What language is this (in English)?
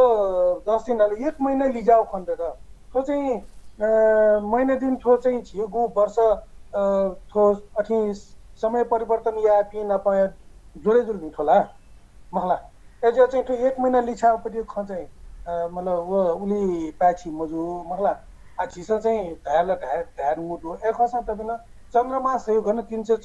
Newari